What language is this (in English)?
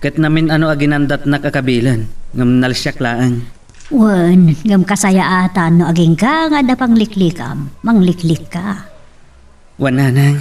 Iloko